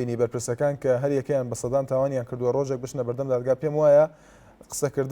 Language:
Central Kurdish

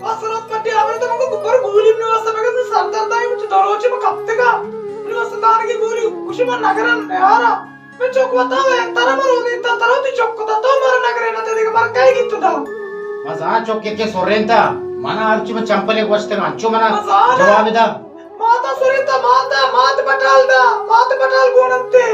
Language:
Baluchi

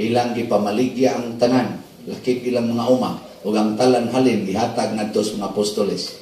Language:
Cebuano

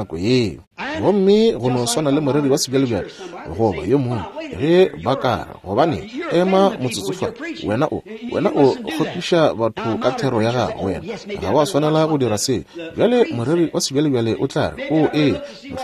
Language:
Northern Sotho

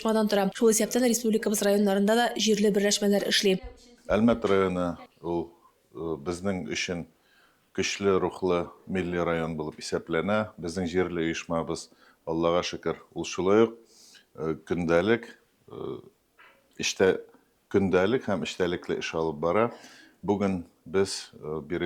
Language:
Tatar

